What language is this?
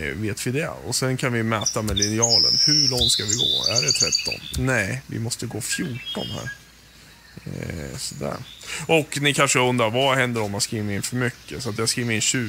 Swedish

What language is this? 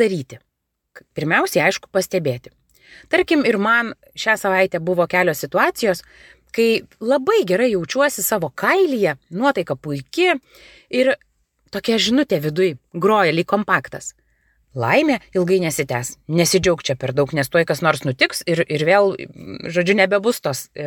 Lithuanian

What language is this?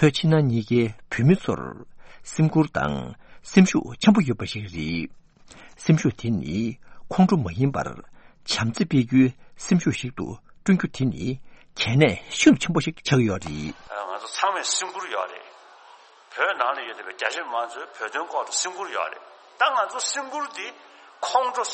Tibetan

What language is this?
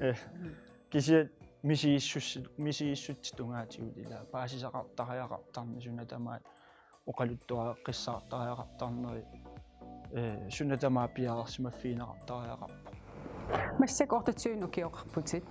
Kalaallisut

